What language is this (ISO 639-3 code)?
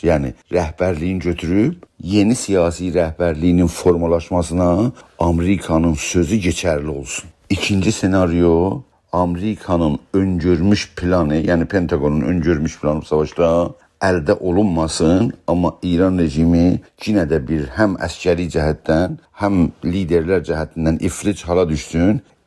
azb